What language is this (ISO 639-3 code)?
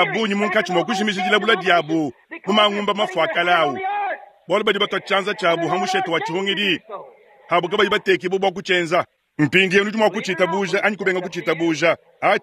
lua